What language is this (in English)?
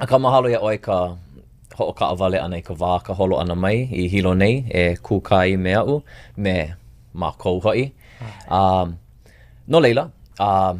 Hawaiian